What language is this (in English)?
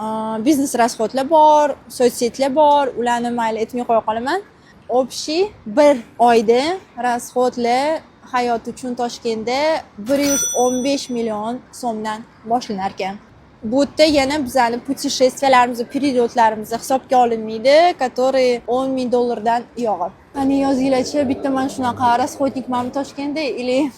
Uzbek